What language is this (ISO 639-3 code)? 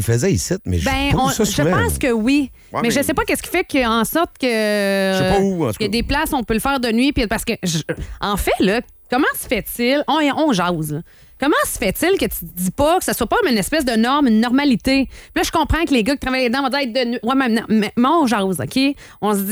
fra